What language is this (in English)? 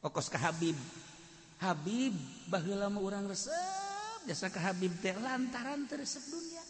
Sundanese